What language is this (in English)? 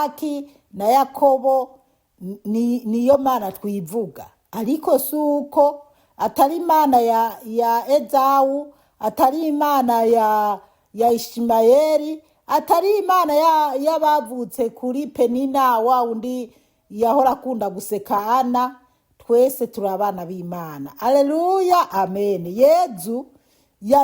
Rundi